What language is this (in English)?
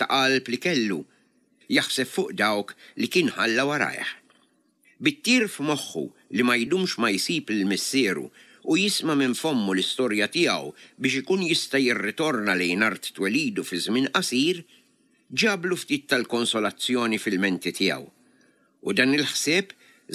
Maltese